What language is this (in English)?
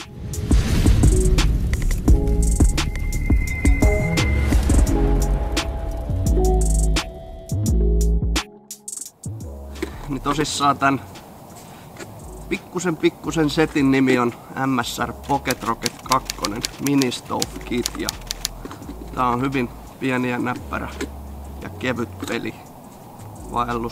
Finnish